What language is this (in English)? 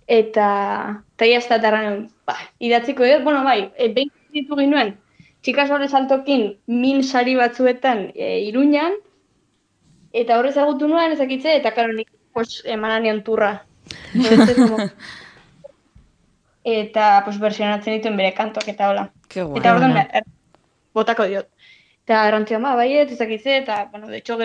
Basque